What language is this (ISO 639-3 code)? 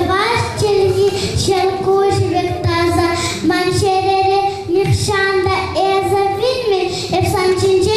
chv